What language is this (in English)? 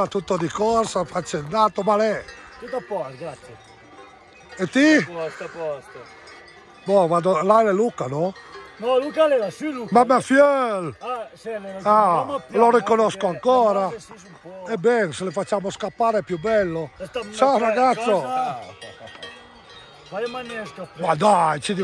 Italian